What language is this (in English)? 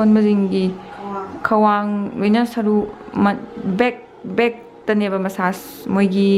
Manipuri